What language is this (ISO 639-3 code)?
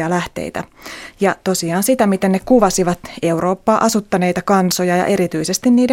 fin